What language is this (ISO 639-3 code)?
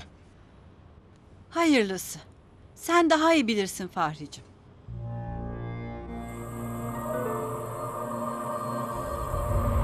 tur